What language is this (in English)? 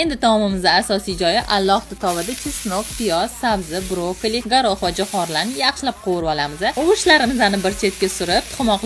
Uzbek